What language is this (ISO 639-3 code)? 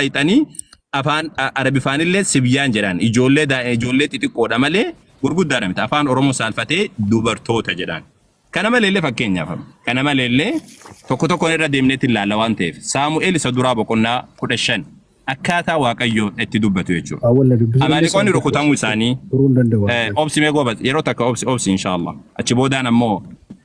orm